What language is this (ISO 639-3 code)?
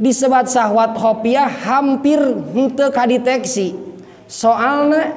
sun